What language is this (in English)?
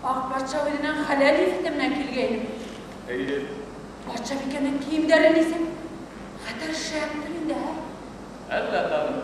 Bashkir